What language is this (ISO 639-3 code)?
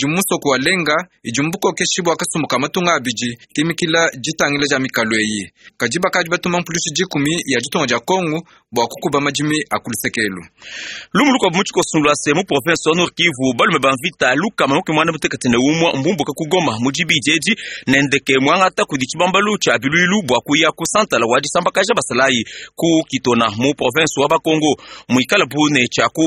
lua